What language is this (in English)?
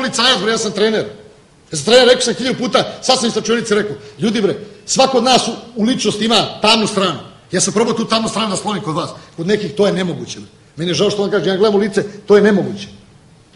Serbian